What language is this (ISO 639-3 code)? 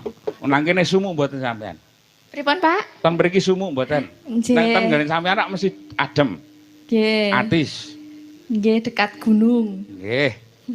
jav